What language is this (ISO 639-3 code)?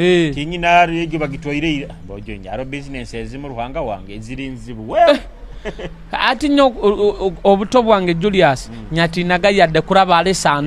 nyo